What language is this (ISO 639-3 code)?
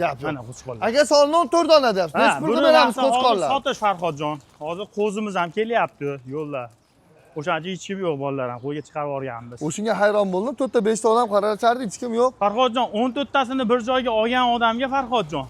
uzb